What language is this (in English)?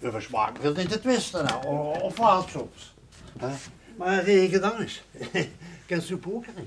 Limburgish